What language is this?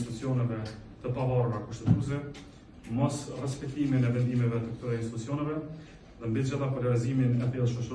Albanian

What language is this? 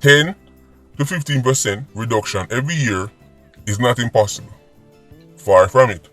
Jamaican Creole English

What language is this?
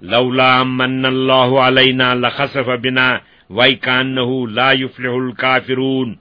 Kashmiri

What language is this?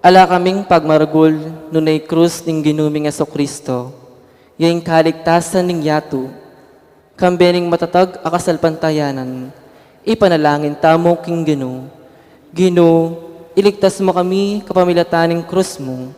Pampanga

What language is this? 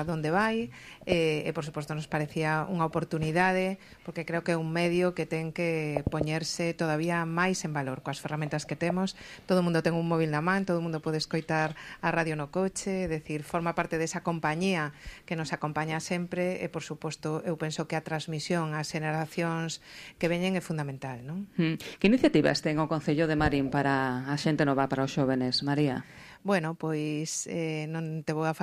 Galician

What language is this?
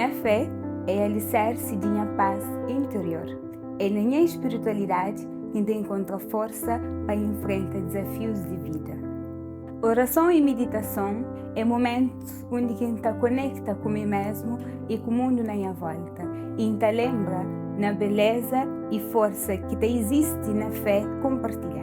Kabuverdianu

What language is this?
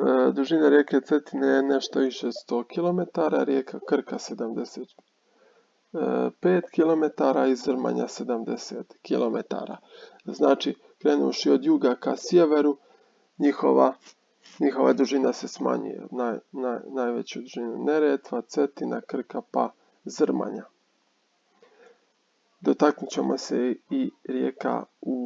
Croatian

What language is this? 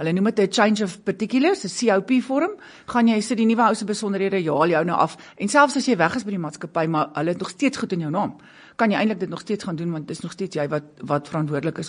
Afrikaans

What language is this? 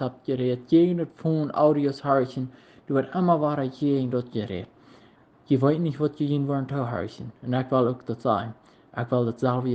Plautdietsch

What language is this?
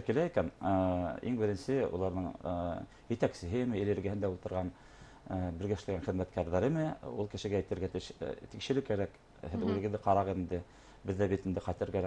Bashkir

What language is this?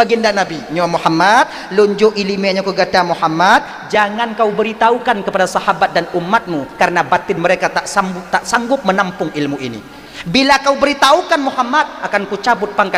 Achinese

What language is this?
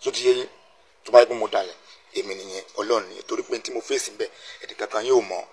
Yoruba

